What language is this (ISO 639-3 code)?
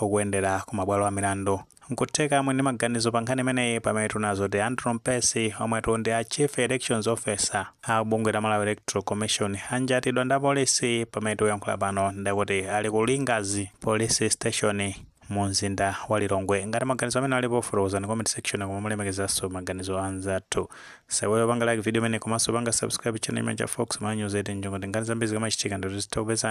nya